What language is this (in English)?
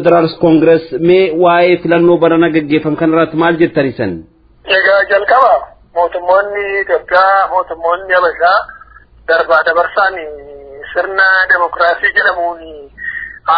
Oromo